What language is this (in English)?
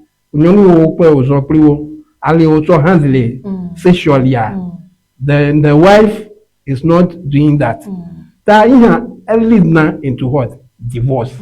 Ewe